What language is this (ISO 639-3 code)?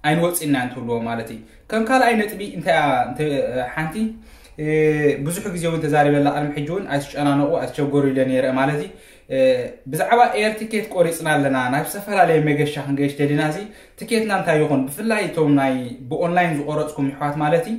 tir